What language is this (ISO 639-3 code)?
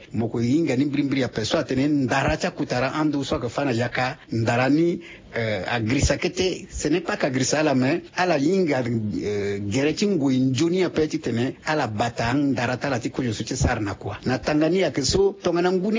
sag